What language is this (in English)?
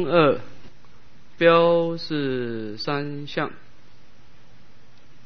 Chinese